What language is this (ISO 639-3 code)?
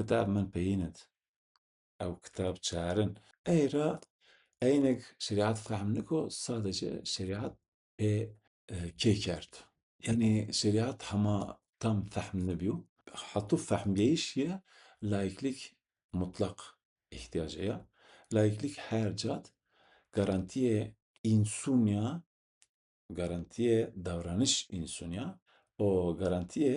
zza